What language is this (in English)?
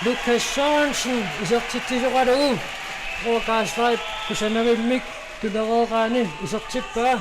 Kalaallisut